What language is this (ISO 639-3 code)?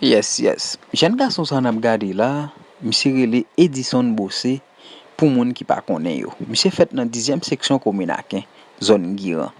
hat